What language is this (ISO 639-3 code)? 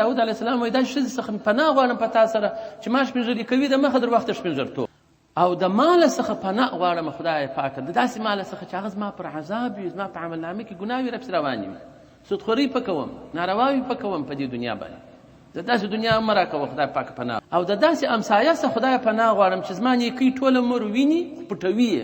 pus